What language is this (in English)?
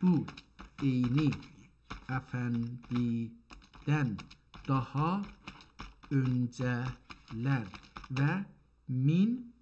South Azerbaijani